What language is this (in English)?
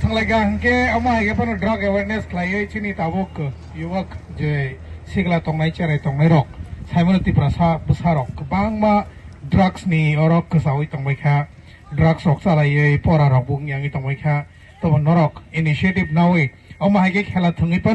Kok Borok